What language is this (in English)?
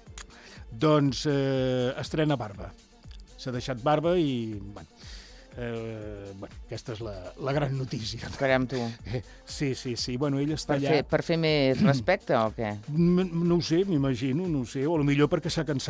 Catalan